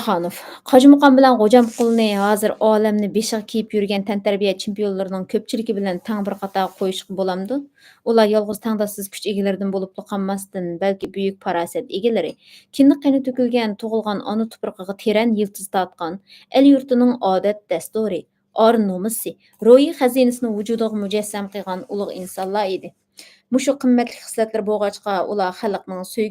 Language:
Uyghur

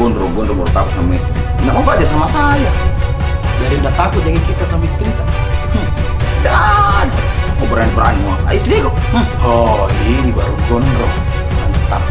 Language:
Makassar Malay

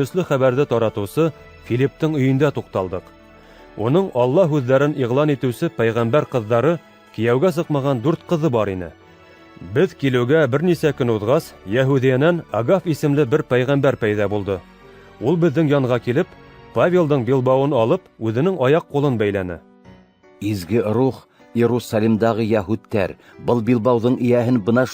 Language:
Bashkir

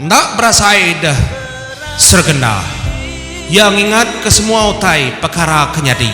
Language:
Iban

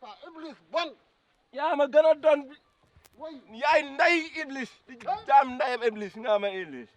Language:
Fula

